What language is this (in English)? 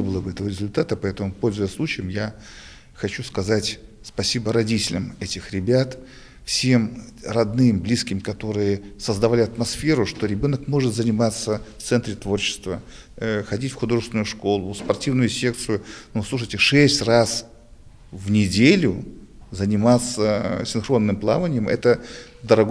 Russian